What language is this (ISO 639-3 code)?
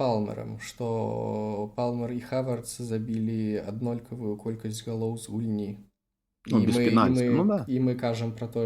bel